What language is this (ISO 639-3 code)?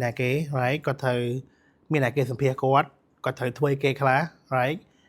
khm